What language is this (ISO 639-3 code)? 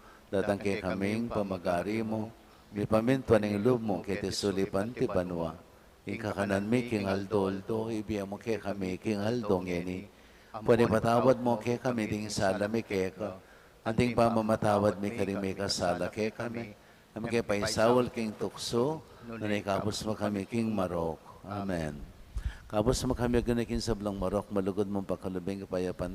pam